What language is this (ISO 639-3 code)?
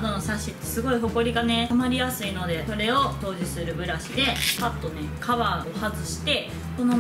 jpn